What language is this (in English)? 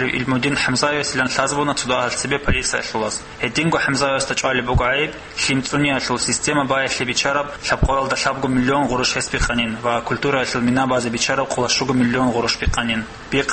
Avaric